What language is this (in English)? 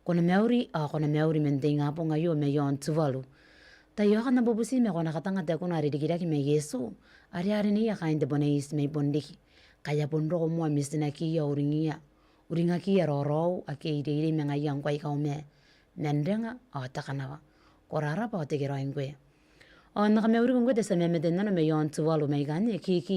Gilbertese